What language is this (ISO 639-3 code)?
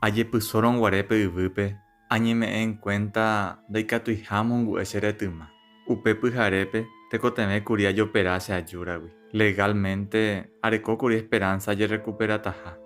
grn